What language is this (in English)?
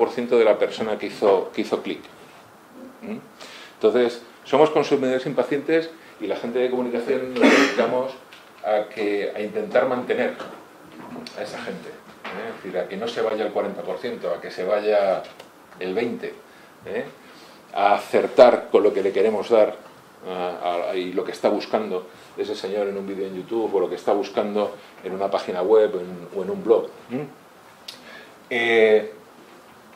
Spanish